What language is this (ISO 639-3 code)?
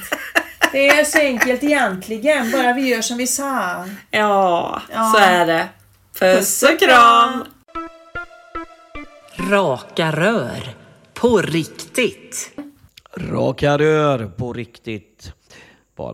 swe